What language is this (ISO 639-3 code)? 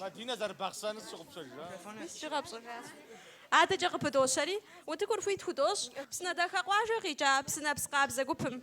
kbd